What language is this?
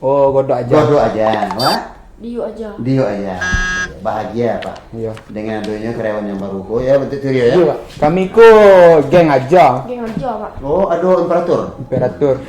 Minangkabau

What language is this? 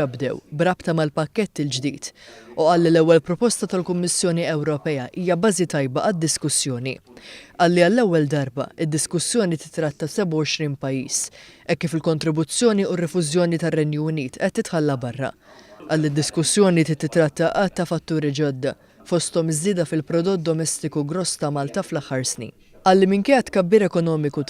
Maltese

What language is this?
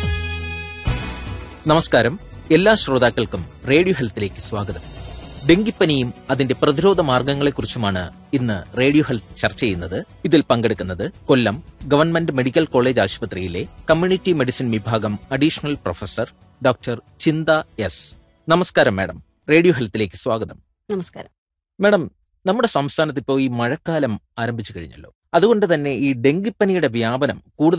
Malayalam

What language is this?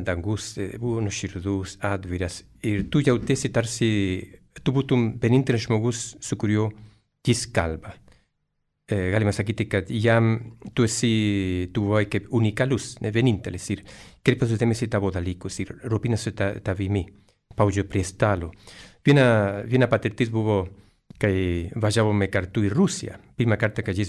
Lithuanian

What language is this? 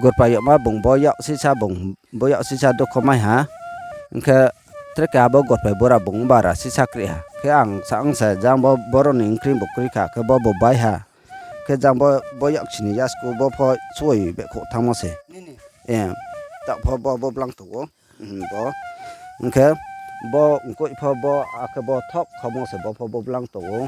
Riang (India)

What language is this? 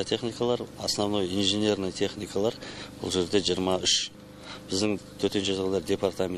Kazakh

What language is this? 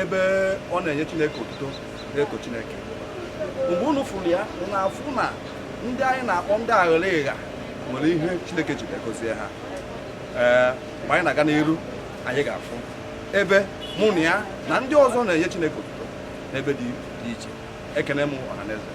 Igbo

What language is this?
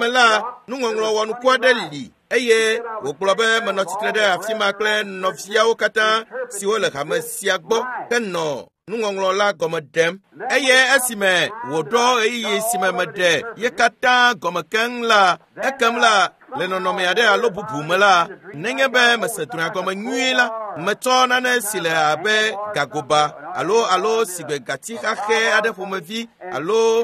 Ewe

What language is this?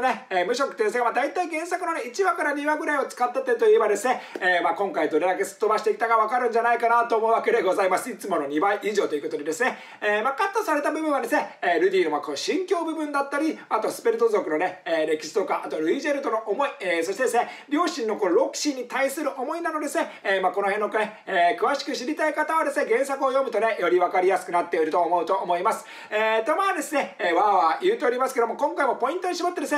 Japanese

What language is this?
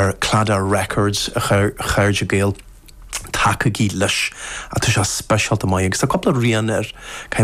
Irish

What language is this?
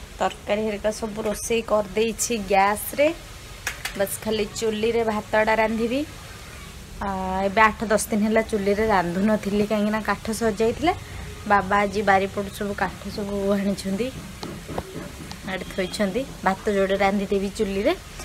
Odia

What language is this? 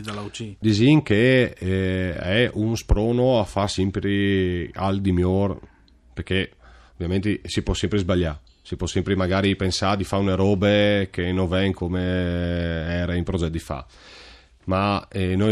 Friulian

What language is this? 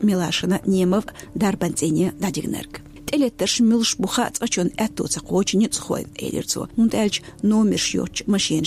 Chechen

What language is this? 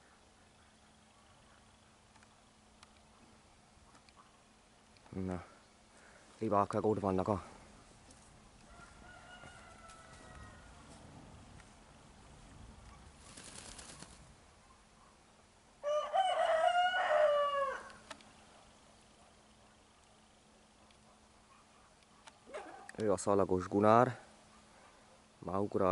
Hungarian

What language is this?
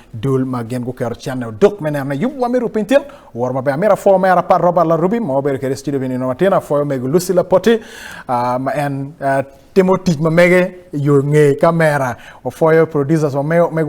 Acoli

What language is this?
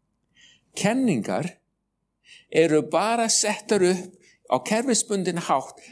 Icelandic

